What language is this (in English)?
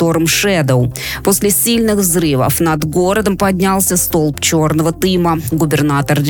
Russian